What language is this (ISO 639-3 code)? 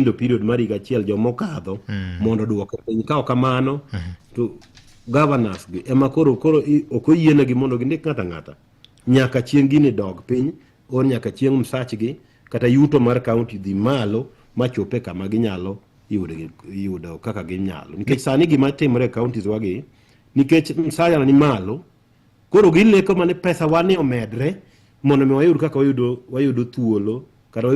luo